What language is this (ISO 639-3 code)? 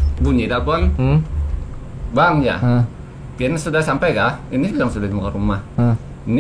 bjn